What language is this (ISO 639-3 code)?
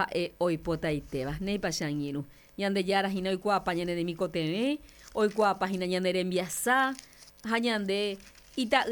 grn